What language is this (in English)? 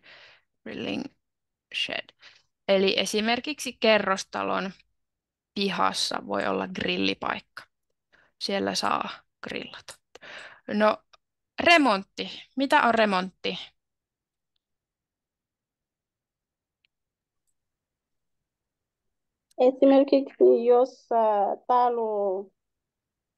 Finnish